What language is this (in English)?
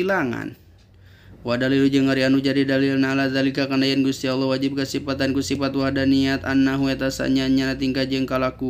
Sundanese